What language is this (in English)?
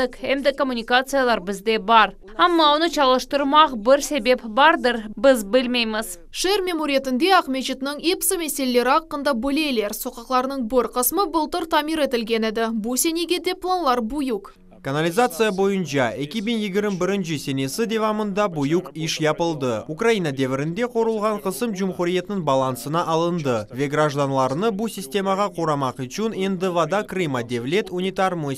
Crimean Tatar